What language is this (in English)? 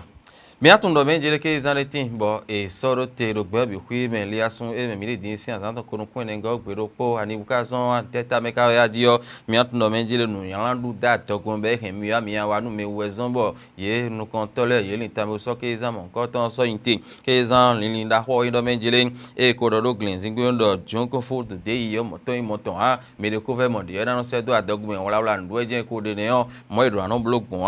Fon